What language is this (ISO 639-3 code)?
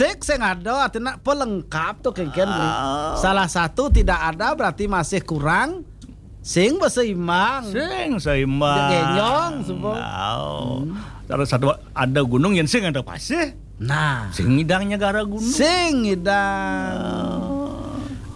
ban